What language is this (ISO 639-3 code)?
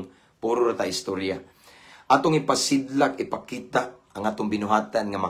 ceb